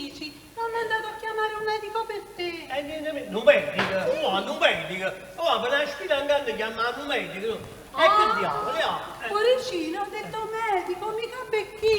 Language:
Neapolitan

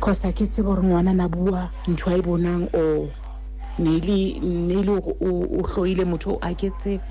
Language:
Southern Sotho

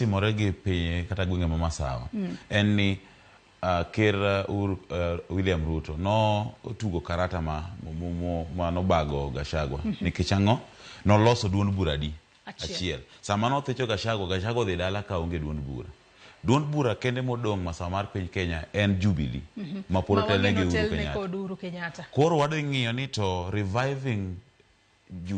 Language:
Luo (Kenya and Tanzania)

